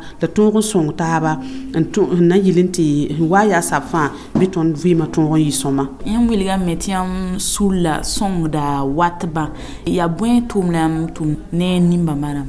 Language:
Mossi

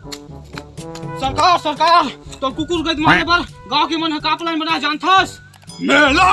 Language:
Chhattisgarhi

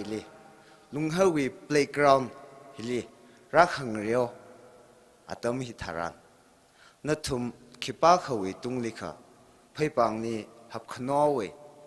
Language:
Tangkhul Naga (India)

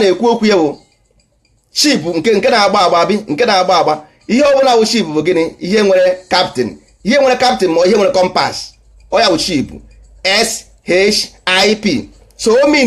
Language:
Igbo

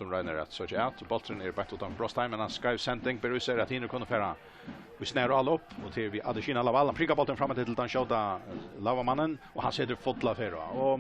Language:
Faroese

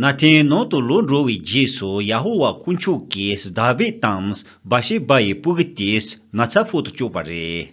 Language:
Tibetan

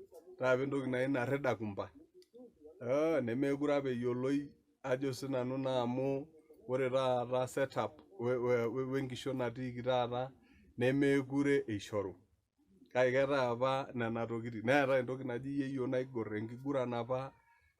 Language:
Masai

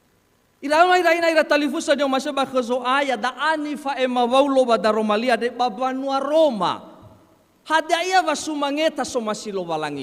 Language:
Nias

